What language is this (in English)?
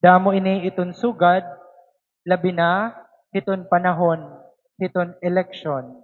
Waray